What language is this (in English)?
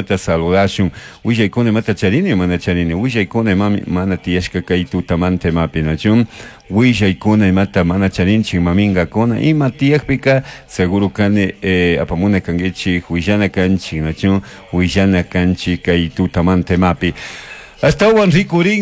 Chimborazo Highland Quichua